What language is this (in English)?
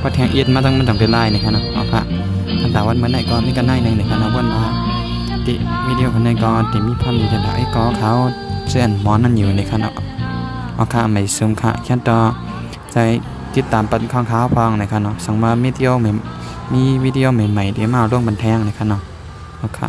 Shan